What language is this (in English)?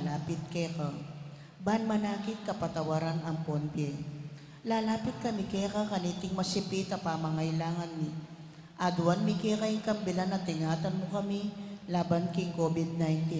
Pampanga